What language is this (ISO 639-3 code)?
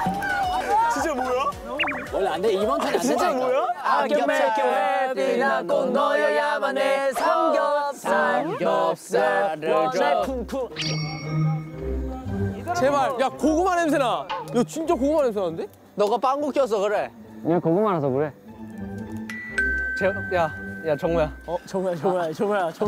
kor